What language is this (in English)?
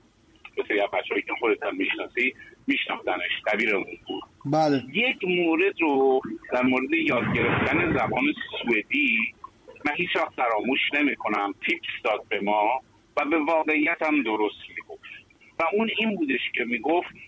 Persian